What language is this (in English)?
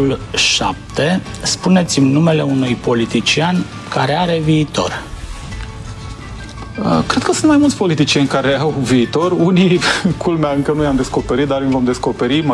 Romanian